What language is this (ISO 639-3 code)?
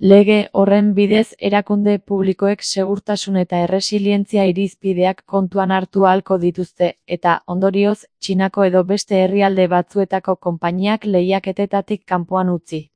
eus